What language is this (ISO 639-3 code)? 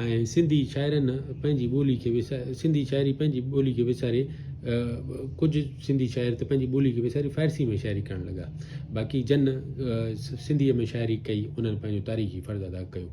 snd